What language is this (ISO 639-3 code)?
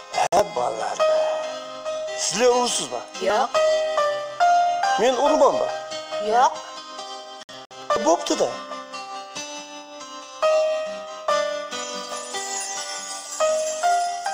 kaz